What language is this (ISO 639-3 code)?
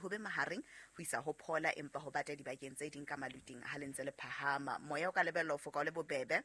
sot